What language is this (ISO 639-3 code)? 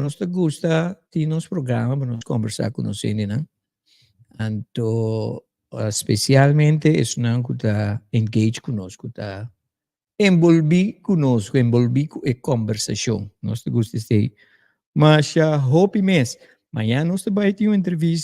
pap